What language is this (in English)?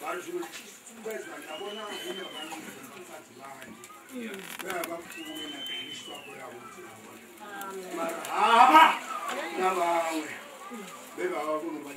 Venda